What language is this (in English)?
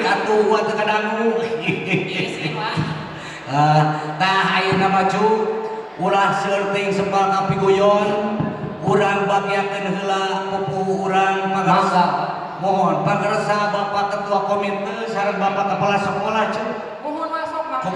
Sundanese